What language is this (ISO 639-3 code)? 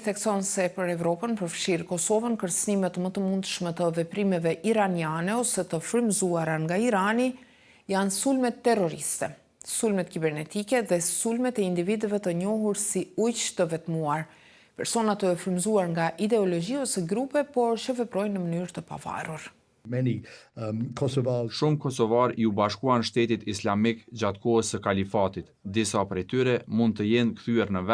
sqi